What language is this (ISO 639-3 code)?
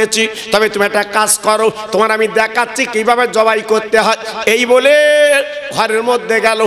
ben